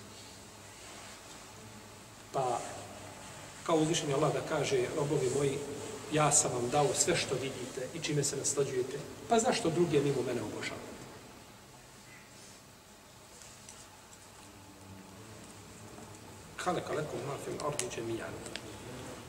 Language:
Bosnian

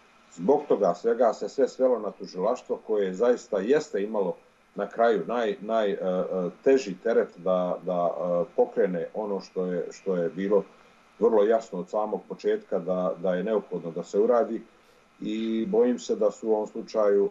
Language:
Bosnian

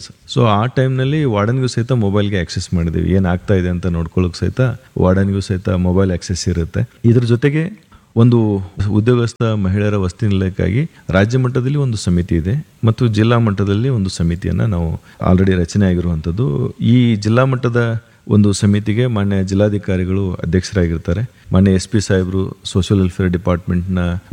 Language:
Kannada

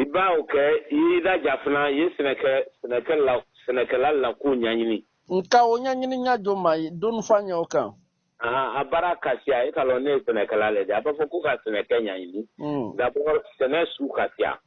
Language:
Bambara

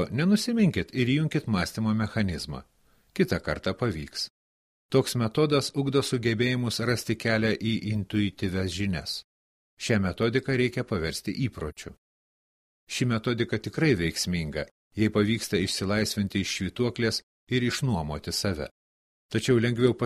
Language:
Lithuanian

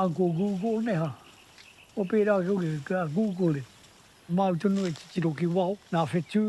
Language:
Māori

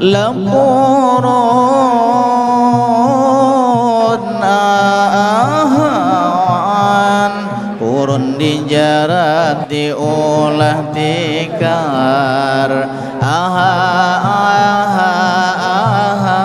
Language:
Banjar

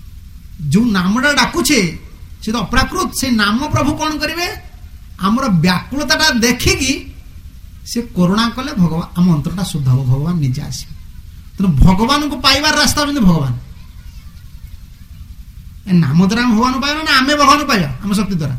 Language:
Odia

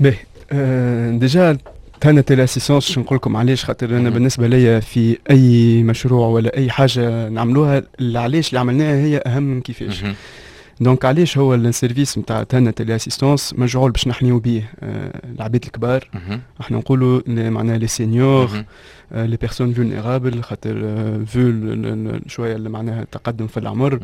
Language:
Tunisian Arabic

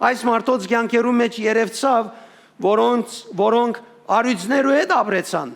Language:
Western Armenian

